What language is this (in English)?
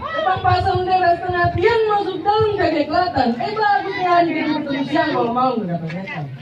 Betawi